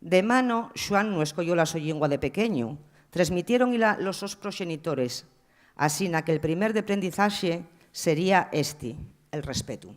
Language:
Asturian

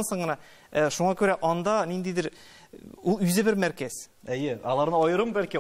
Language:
Tatar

